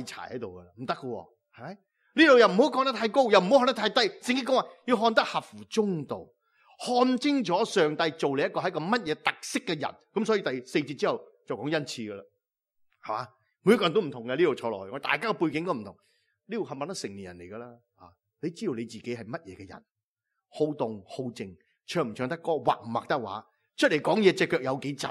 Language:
Cantonese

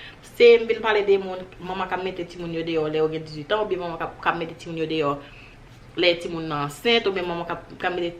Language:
Haitian Creole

